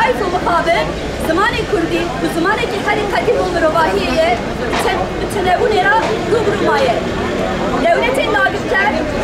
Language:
Kurdish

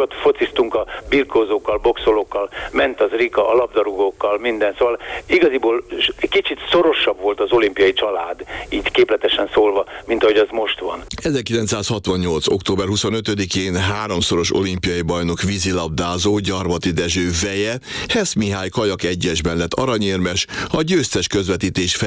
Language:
Hungarian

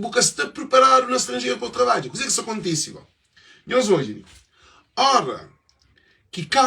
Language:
Kabuverdianu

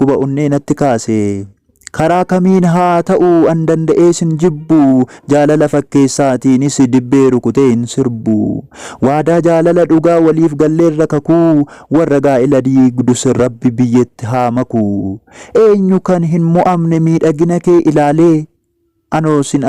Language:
Oromo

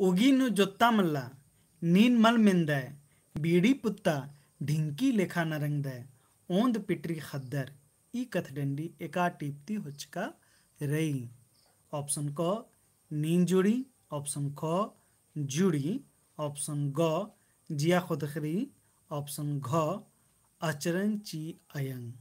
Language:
Kurukh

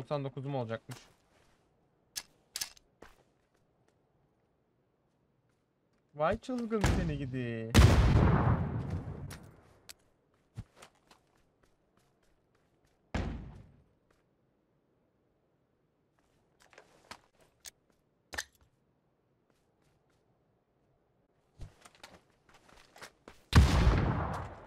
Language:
Turkish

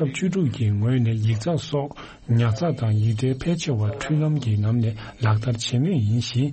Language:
Tibetan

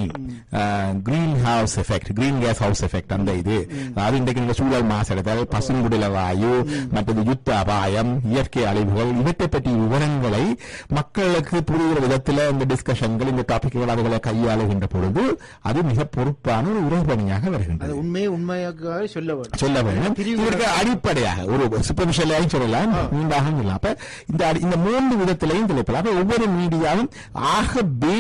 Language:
Tamil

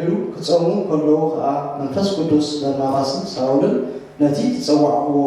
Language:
Tigrinya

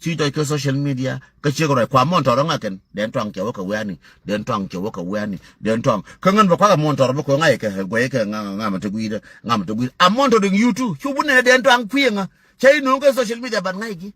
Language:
Nuer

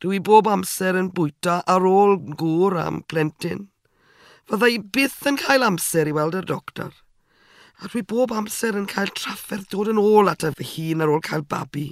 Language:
Welsh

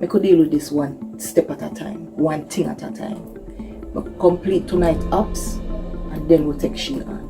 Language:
Jamaican Creole English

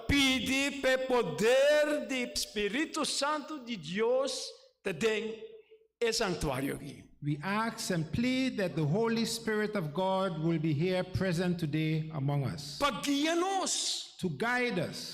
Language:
Papiamento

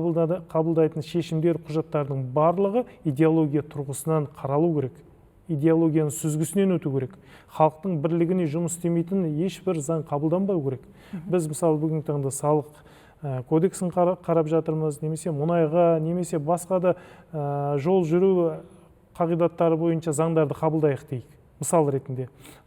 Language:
Kazakh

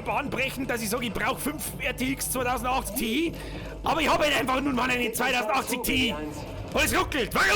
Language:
Bavarian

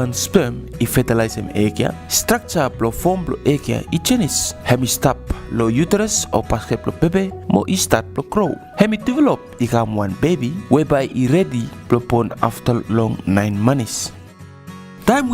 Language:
Bislama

